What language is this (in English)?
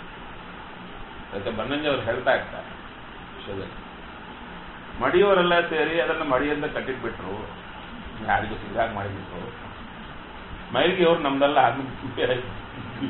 Kannada